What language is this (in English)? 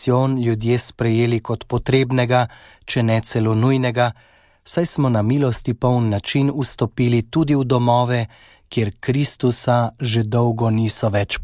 Slovenian